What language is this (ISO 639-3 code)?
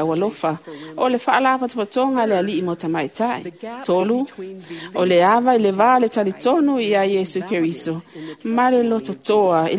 smo